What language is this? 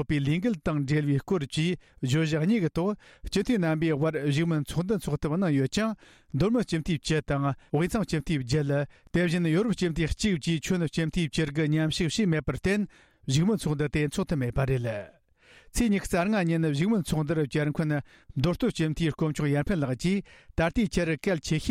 Tibetan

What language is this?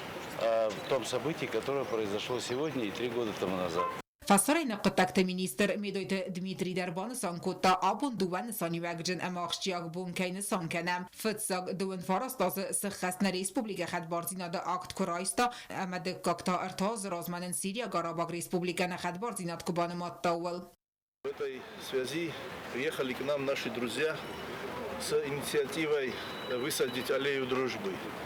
Ossetic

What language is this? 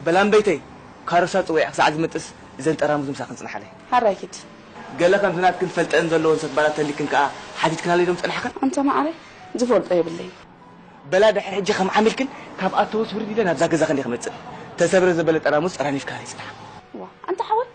Tigrinya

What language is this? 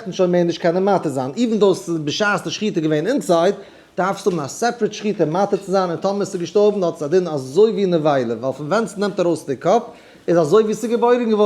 Yiddish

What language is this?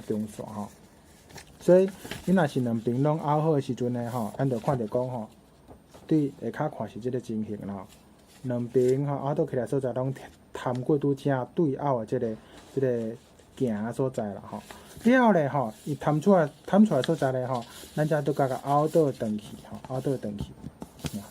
Min Nan Chinese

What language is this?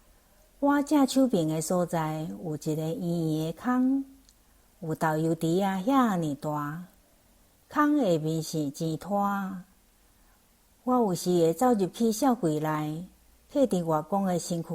Min Nan Chinese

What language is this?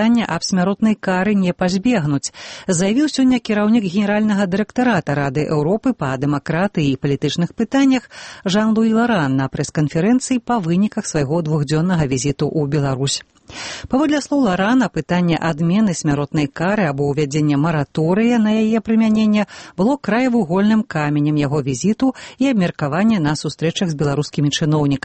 Belarusian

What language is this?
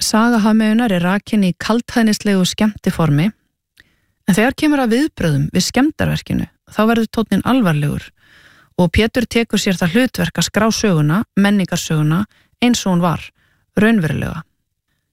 Icelandic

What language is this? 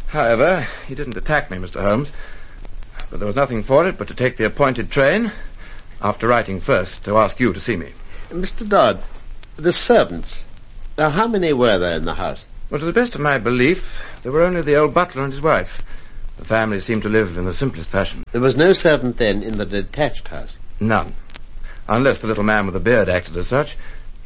English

